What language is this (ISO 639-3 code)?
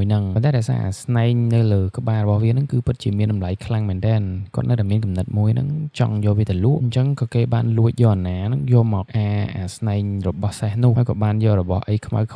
khm